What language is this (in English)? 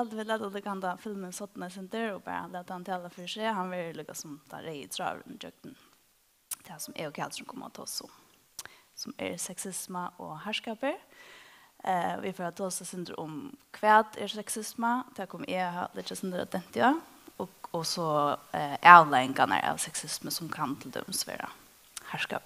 Faroese